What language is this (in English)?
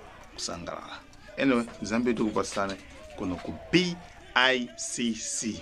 Nyanja